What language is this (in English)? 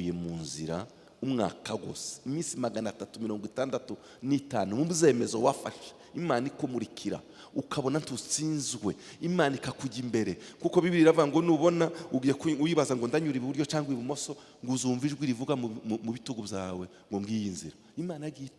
Kinyarwanda